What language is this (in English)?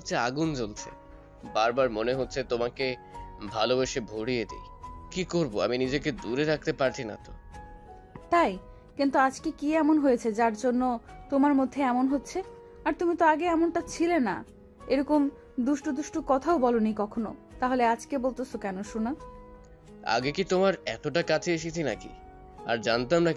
Bangla